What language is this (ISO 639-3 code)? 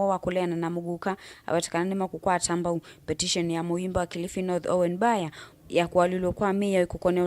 kam